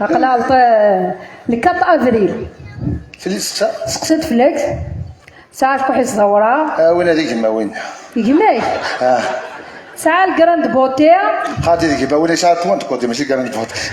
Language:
Kabyle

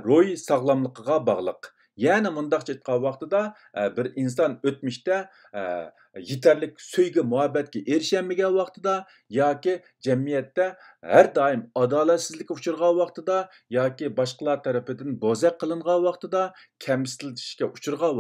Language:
Uyghur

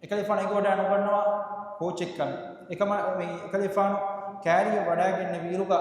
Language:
Divehi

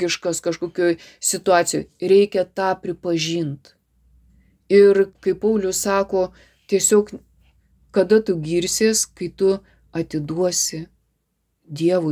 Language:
Lithuanian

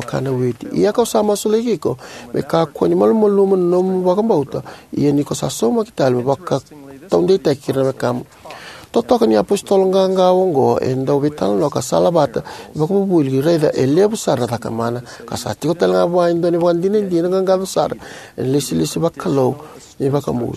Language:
Fijian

